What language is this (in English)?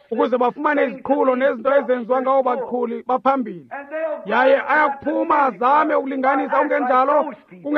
Xhosa